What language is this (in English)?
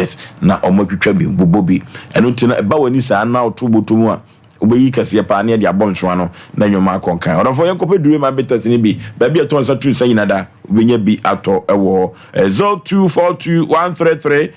Akan